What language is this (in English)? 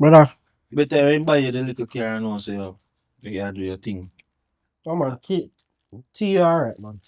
Jamaican Creole English